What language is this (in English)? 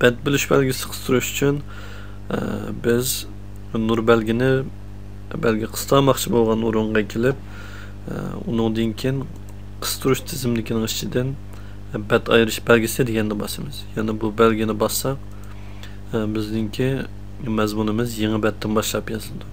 Uyghur